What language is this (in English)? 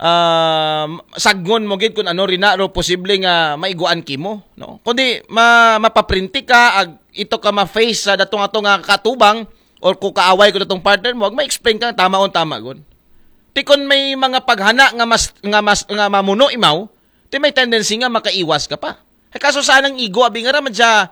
Aklanon